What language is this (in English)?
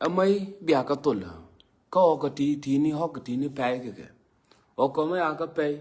Nuer